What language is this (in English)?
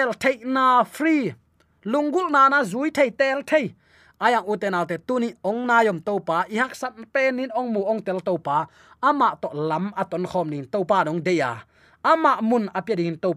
Tedim Chin